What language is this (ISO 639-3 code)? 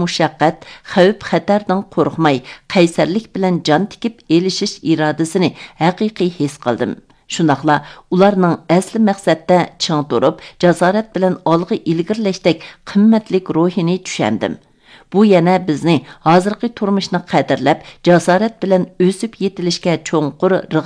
uig